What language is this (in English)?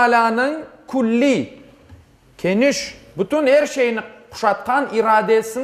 Crimean Tatar